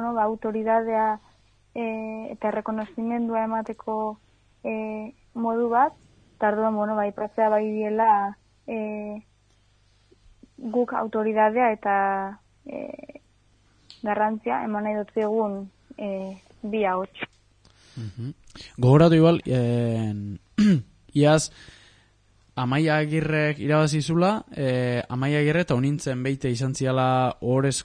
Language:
Basque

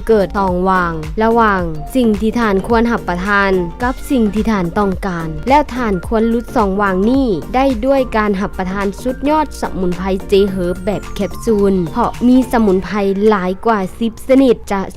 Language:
Lao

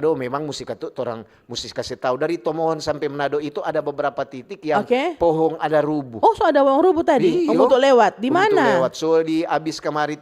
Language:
Manado Malay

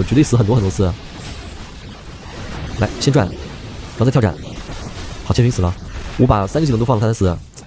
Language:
Chinese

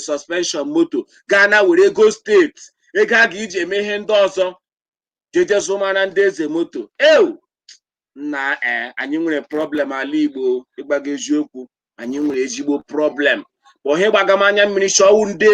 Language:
Igbo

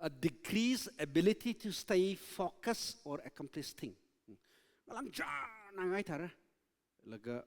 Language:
Tangkhul Naga (India)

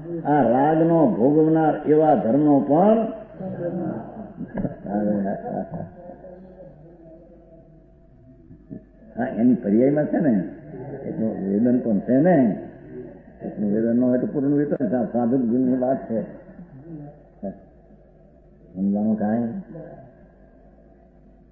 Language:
Gujarati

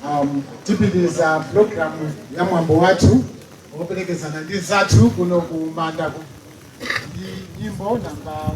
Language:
Nyanja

